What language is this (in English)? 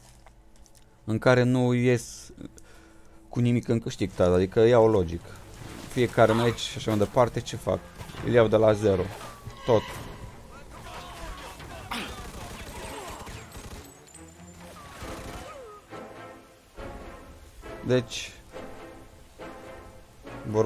Romanian